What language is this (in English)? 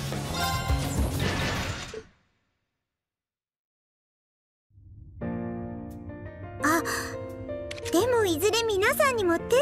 Japanese